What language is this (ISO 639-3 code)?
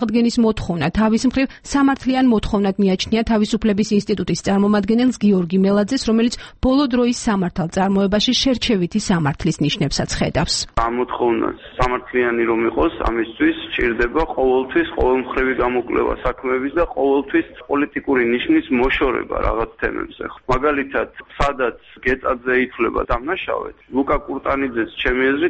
kat